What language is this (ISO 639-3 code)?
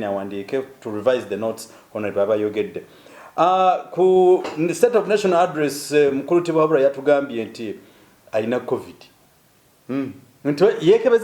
lug